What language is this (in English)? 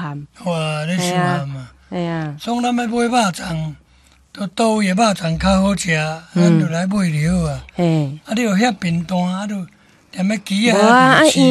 Min Nan Chinese